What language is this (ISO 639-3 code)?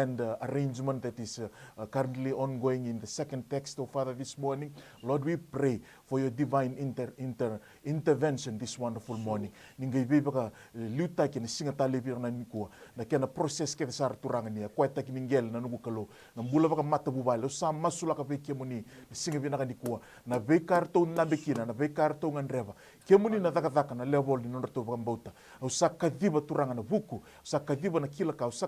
fij